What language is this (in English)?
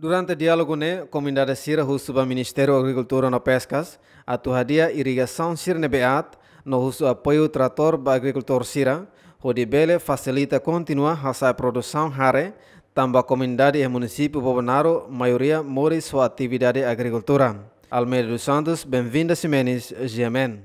Tetum